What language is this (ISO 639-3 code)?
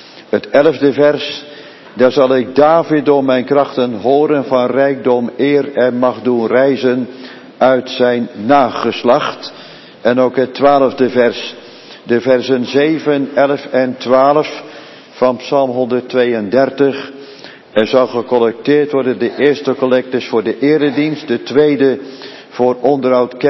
nld